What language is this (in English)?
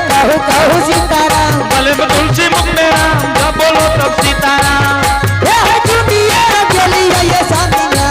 Angika